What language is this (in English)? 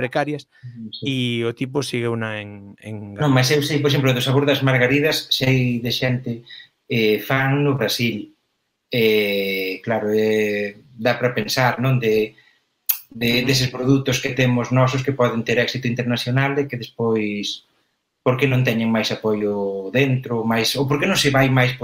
Galician